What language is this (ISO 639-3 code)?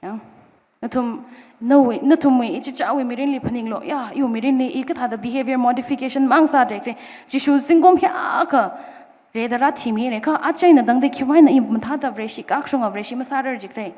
nmf